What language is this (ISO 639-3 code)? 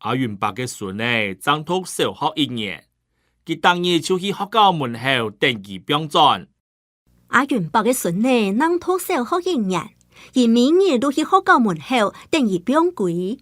hak